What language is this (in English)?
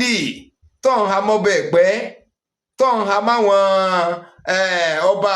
Yoruba